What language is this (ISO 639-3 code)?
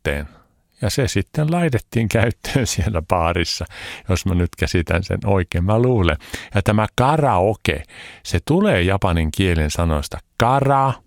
fin